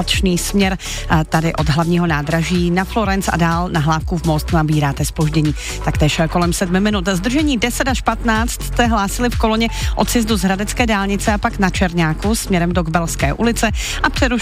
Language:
Czech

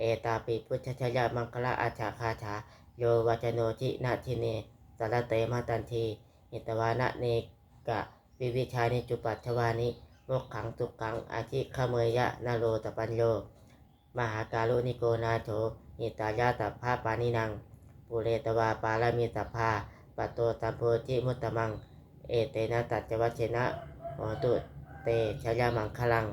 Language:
Pali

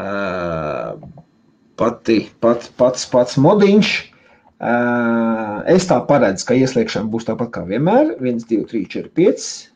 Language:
Latvian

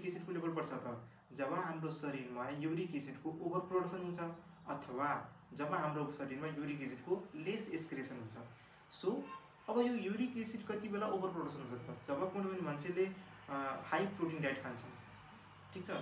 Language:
Nepali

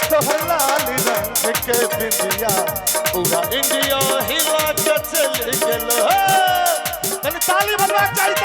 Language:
Maithili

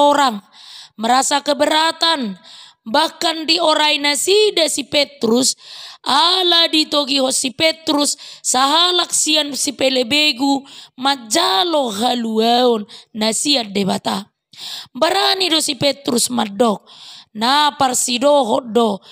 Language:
Batak Toba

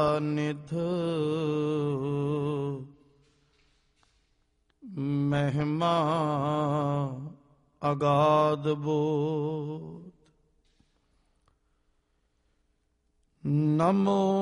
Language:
Punjabi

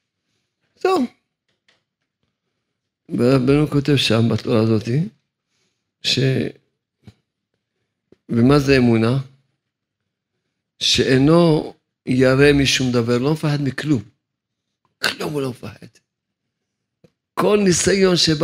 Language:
Hebrew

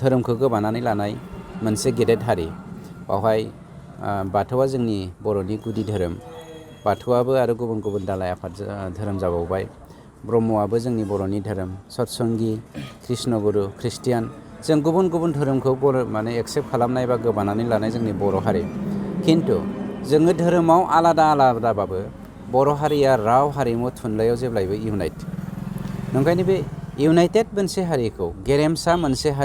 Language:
Bodo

